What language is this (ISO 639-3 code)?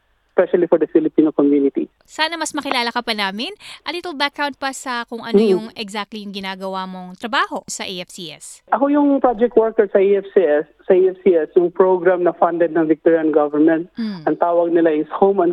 fil